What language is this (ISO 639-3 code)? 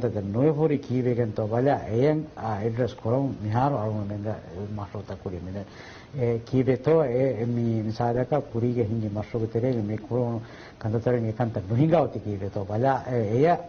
div